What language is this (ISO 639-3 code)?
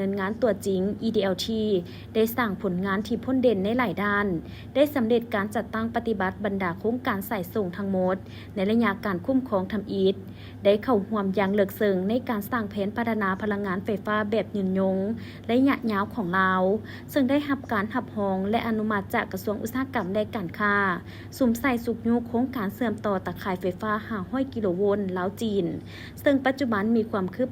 lao